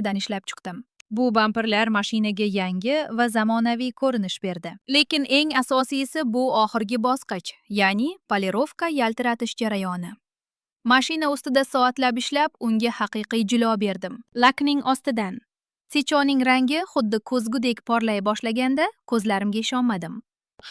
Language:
Uzbek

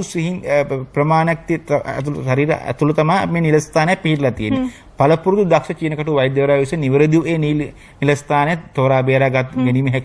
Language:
Sinhala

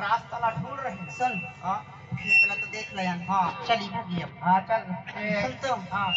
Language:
Chhattisgarhi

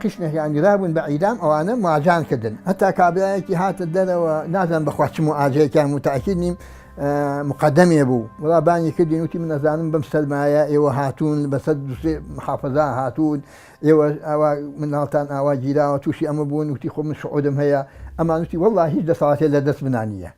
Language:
Central Kurdish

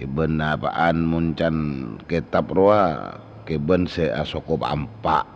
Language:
Madurese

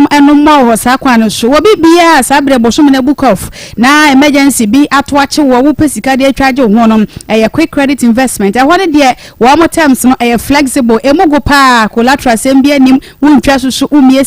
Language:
Akan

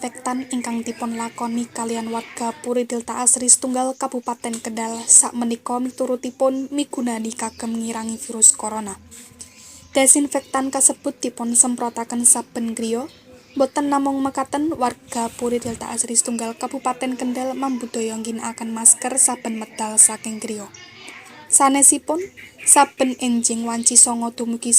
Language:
Javanese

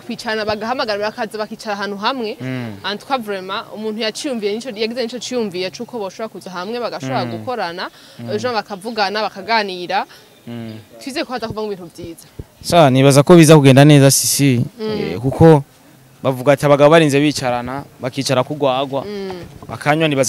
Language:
Rundi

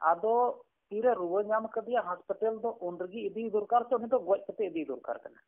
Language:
Santali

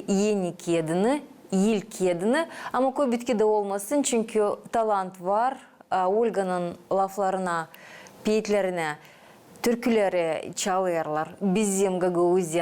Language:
Gagauz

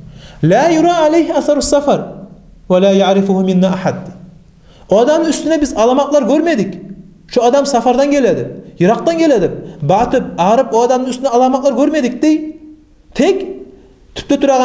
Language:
Kumyk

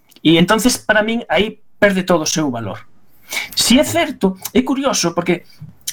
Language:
Galician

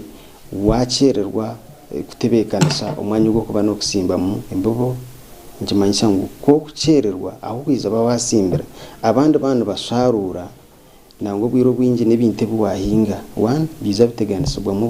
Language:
Nyankole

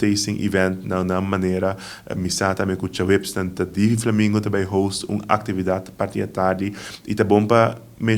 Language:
Papiamento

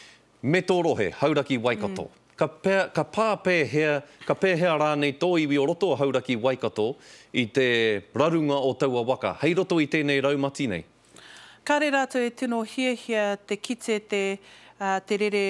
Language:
Māori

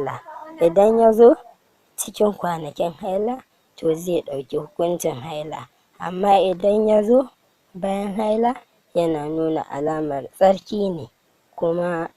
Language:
Hausa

